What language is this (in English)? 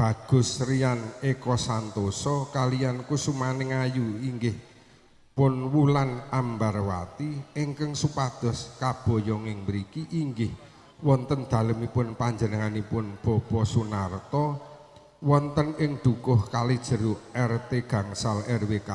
Javanese